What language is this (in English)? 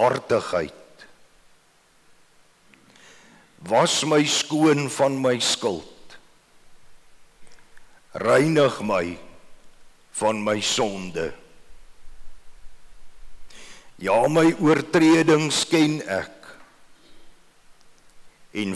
Afrikaans